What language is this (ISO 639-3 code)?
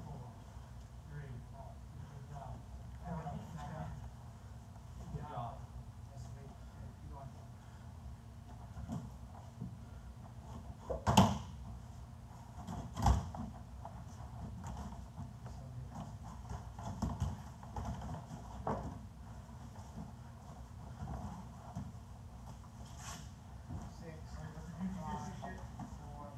eng